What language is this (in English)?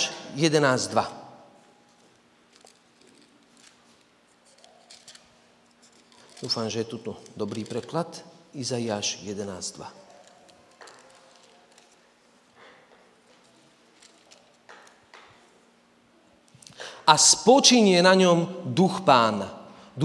Slovak